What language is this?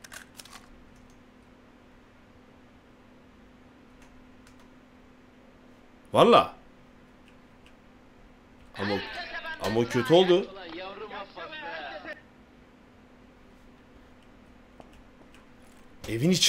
Turkish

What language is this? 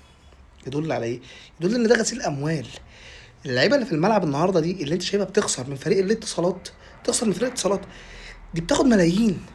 Egyptian Arabic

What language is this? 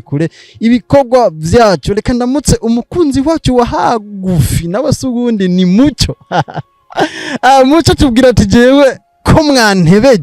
Rundi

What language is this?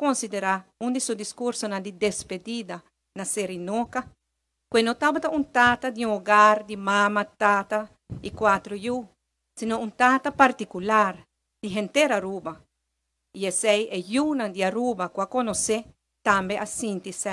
Papiamento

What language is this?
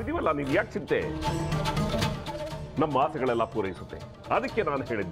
Kannada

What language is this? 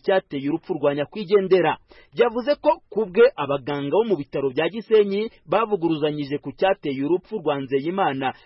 Kinyarwanda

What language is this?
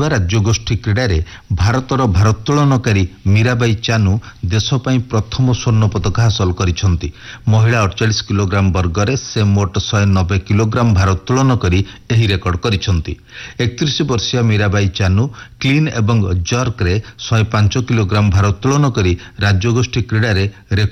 Odia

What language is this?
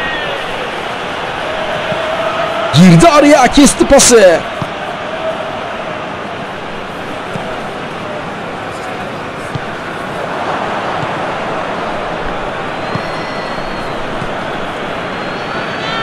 Turkish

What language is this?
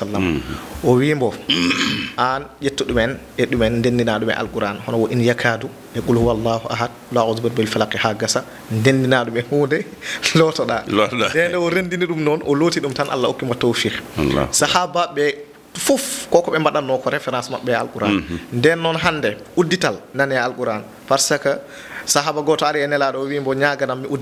Fula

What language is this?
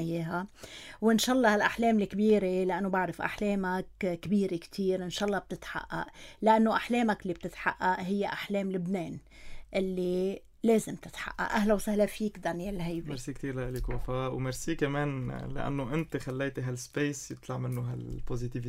North Levantine Arabic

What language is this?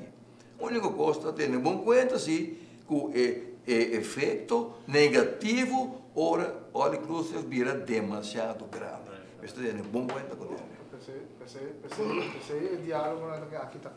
Papiamento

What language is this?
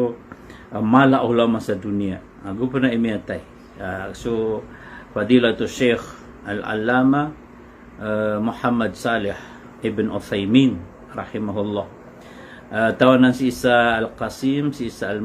Maranao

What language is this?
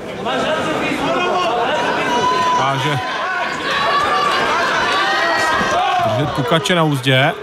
Czech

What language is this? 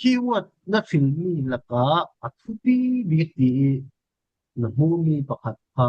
Falam Chin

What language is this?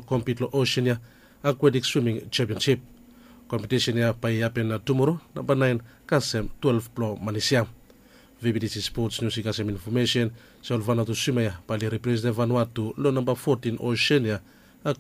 Bislama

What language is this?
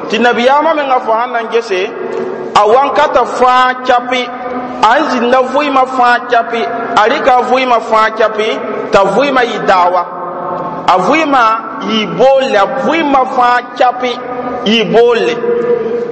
Mossi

